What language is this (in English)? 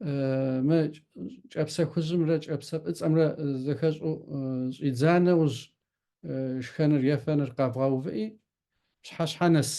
Kabardian